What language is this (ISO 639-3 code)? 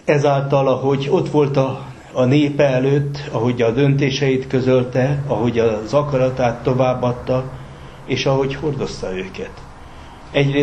hun